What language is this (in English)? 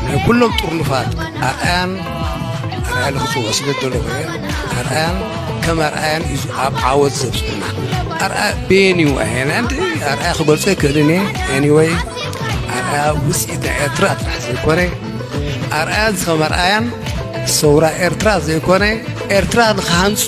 Tigrinya